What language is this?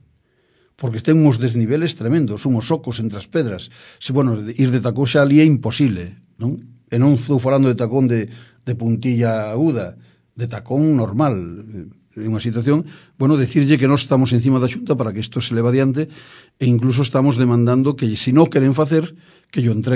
Galician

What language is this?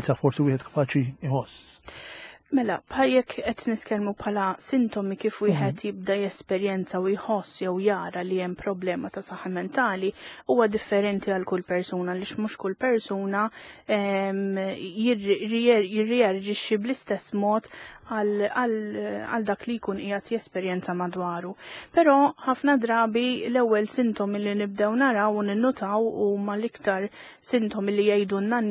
Maltese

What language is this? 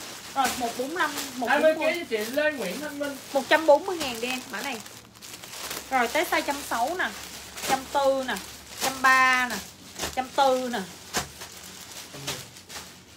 Vietnamese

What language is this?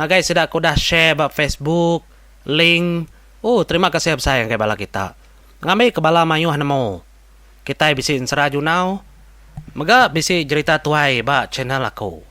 Iban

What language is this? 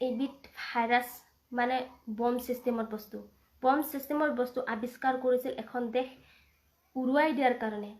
Assamese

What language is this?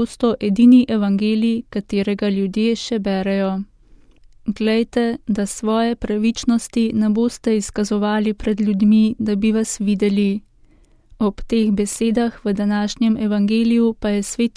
Slovenian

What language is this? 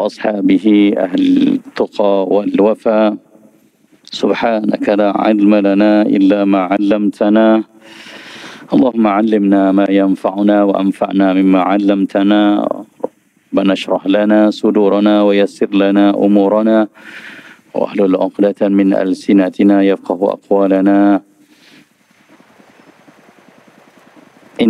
Malay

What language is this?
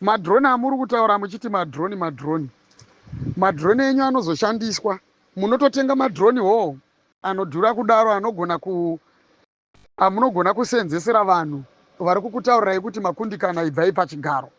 Shona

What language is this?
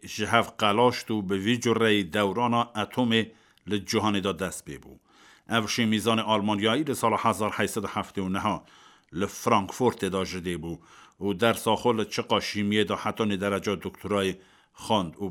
Kurdish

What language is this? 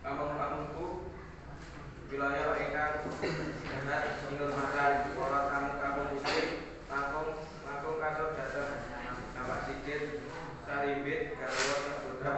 Javanese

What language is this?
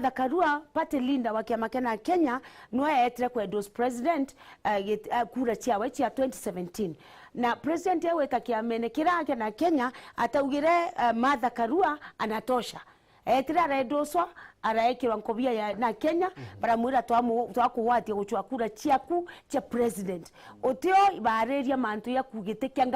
Meru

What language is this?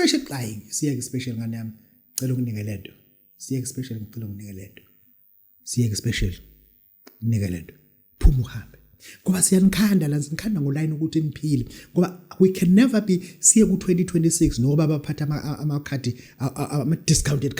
Zulu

